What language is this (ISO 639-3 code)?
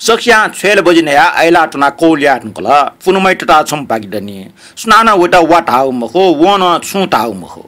new